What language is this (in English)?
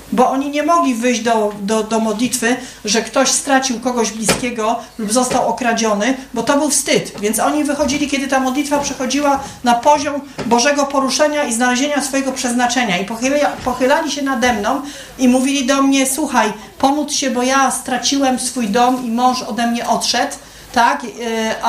Polish